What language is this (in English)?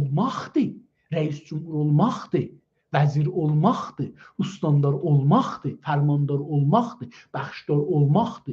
South Azerbaijani